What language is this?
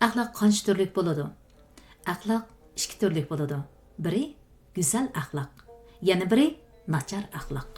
Uyghur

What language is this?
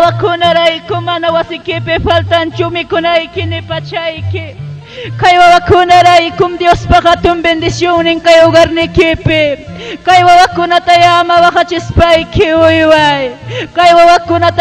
Ayacucho Quechua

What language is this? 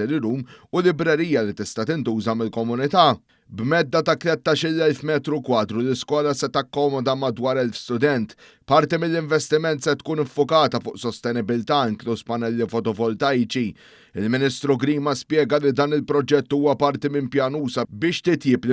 Maltese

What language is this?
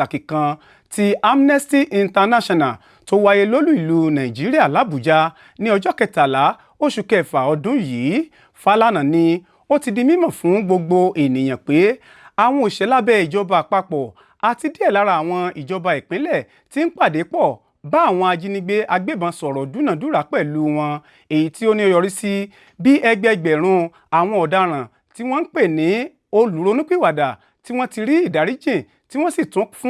Yoruba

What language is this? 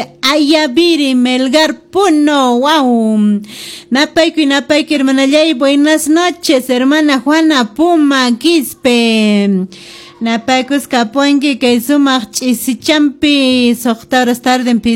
Quechua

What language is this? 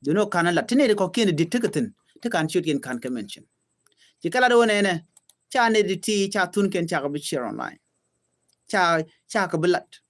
Nuer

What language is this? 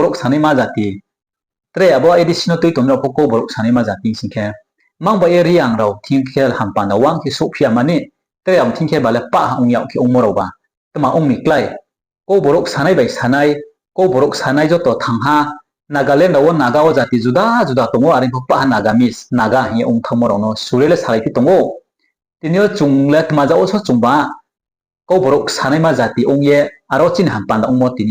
Riang (India)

